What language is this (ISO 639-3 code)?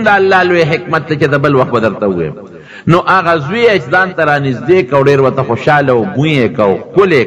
pus